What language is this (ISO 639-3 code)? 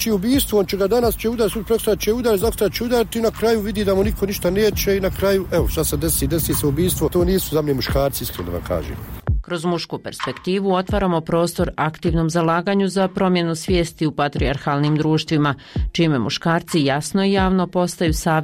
bos